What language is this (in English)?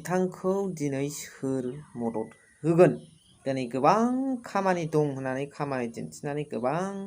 Bodo